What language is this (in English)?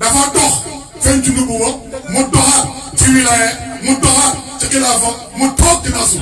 Wolof